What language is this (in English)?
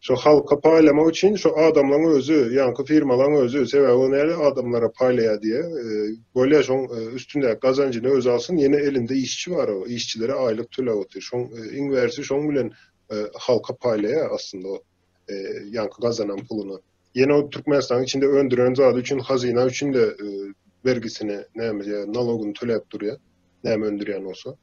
Turkmen